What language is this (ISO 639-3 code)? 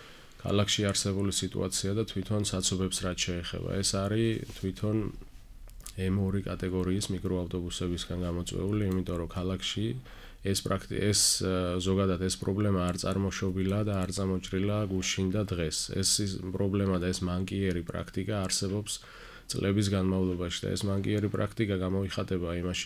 kat